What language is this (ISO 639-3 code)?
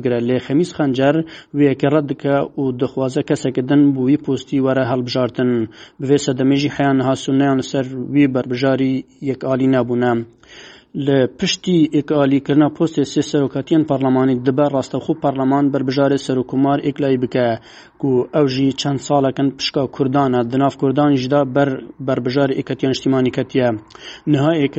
kur